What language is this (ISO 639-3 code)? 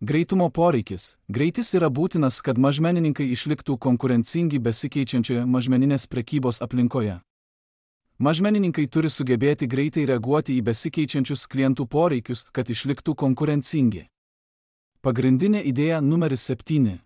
lit